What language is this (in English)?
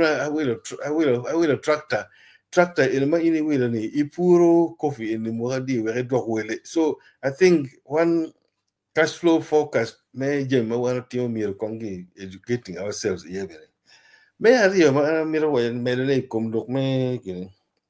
Acoli